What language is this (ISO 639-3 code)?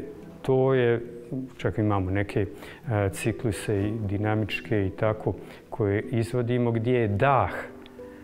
bos